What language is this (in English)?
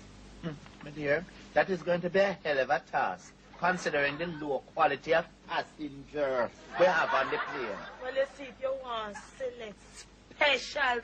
Jamaican Creole English